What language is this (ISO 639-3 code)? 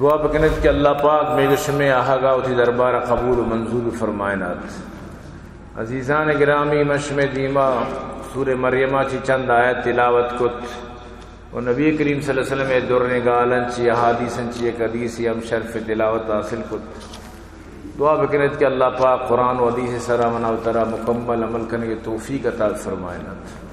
bal